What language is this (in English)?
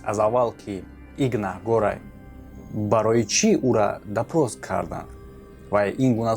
Tajik